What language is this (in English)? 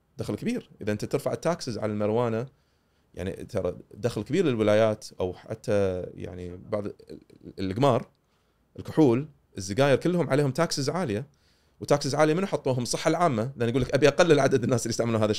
Gulf Arabic